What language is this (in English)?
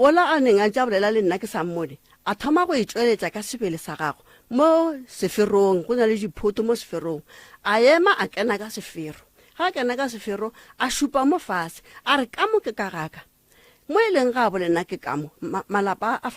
Northern Sotho